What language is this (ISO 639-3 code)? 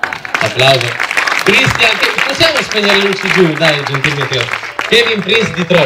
ita